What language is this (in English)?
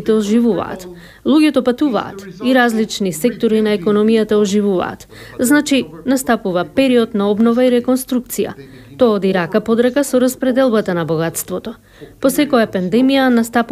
Macedonian